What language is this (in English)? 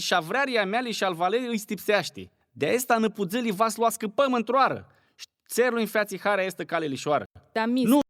Aromanian